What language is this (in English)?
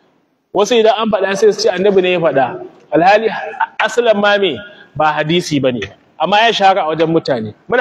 Hausa